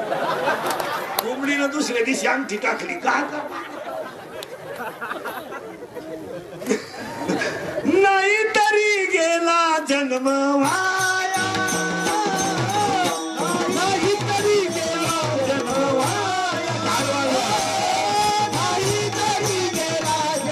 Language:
Marathi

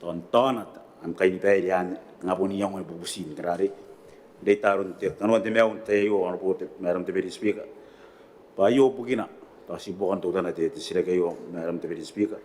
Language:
Gilbertese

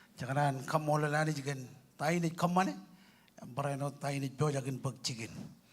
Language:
Marshallese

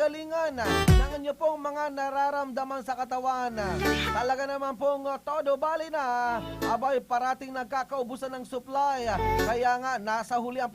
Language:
Bikol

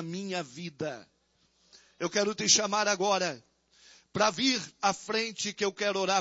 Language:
Portuguese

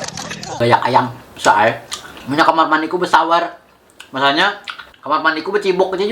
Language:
Banjar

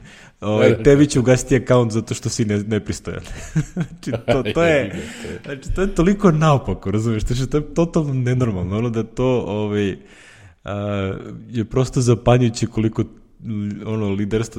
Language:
Serbian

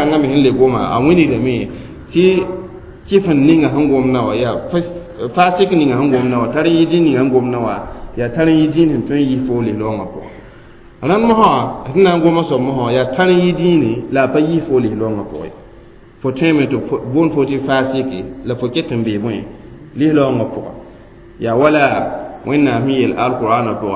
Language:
Mossi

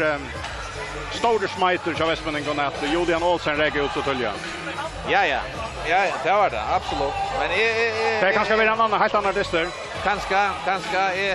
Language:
Faroese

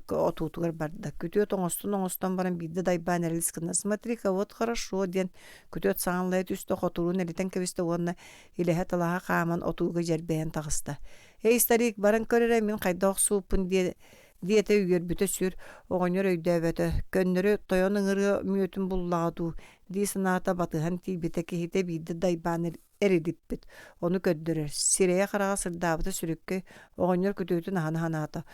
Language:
Yakut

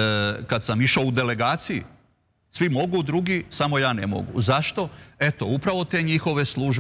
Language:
Serbian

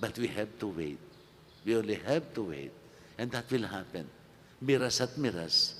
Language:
Pampanga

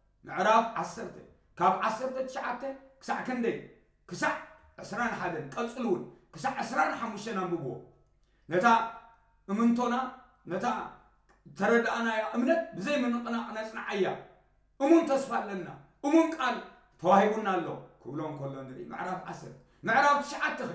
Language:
Tigrinya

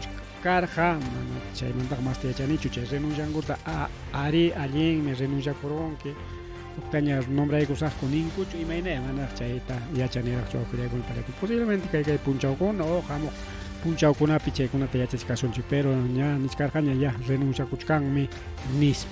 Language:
Ayacucho Quechua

